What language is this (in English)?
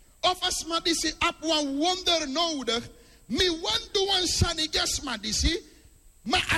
Sranan Tongo